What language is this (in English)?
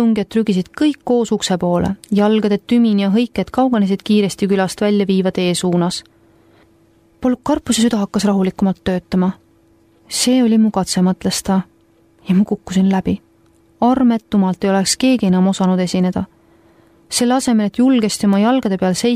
Estonian